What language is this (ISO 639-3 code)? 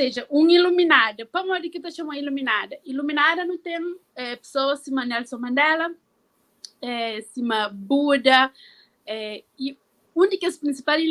kea